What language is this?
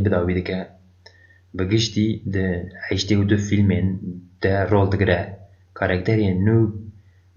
Kurdish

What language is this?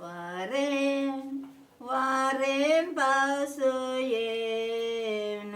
Konkani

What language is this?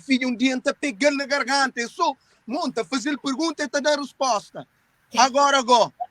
Kabuverdianu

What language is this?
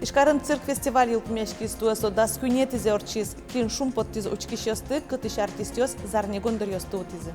Udmurt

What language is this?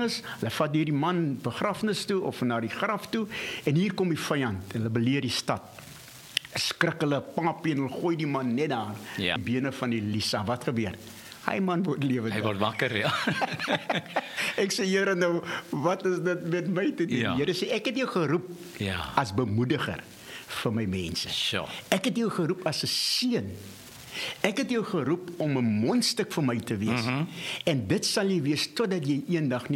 Afrikaans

